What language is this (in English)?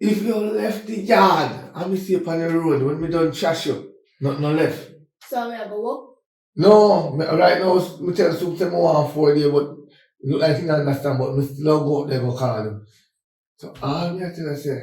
Jamaican Creole English